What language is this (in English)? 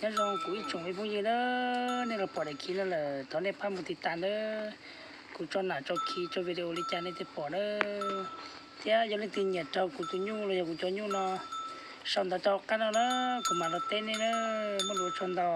Hmong